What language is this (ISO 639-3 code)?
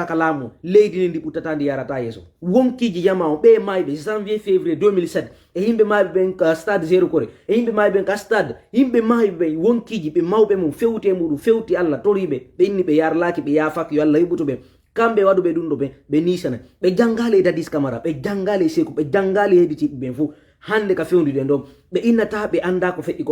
ful